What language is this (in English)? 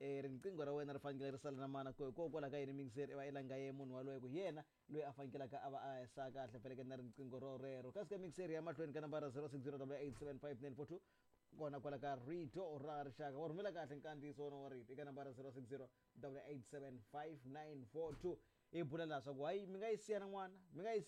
Tsonga